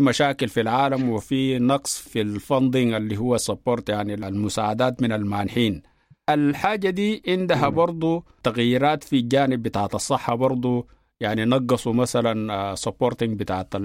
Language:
Sudanese Arabic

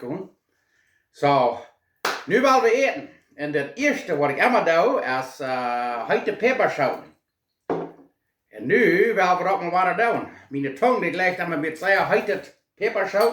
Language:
Plautdietsch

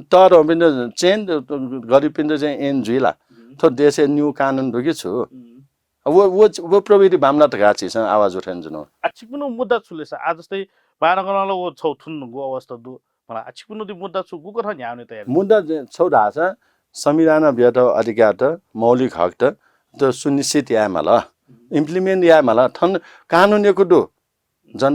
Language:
Newari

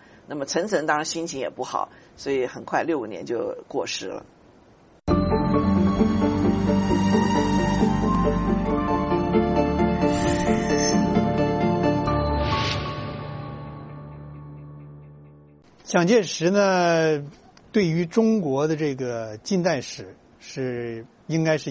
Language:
Chinese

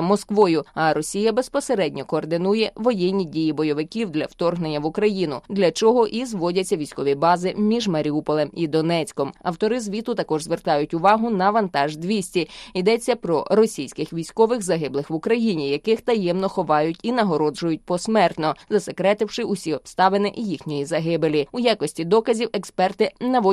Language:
Ukrainian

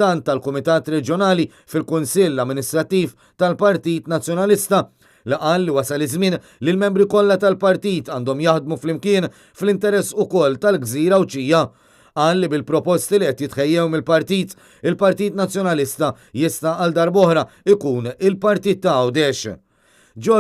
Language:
Maltese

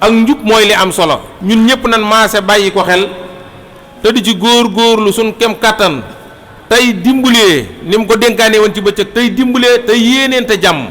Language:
Wolof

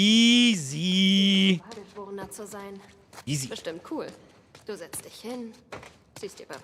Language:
Bavarian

